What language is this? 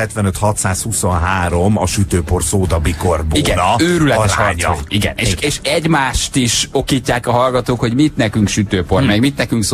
Hungarian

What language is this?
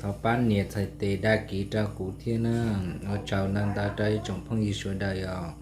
Hmong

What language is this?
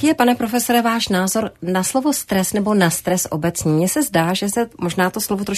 Czech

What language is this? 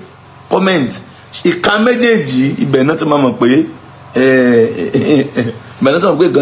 Yoruba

